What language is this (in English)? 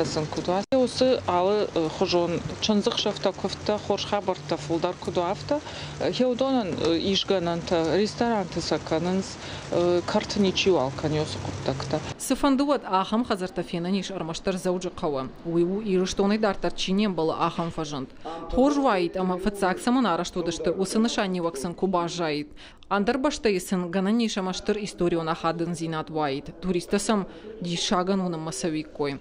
Ossetic